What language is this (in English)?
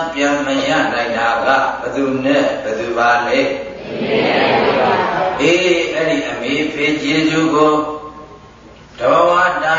Burmese